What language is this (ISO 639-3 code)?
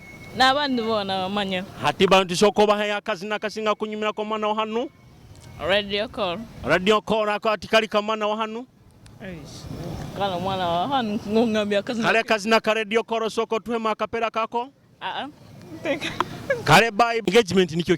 nyo